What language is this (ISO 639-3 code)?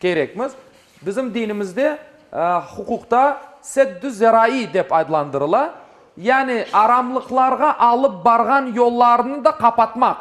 crh